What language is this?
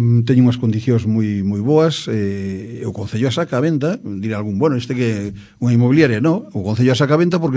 Galician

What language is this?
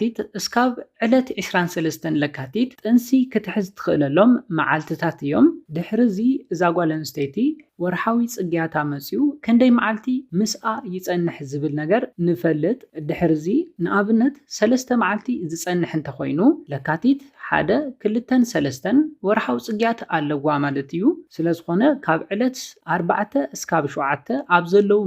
Tigrinya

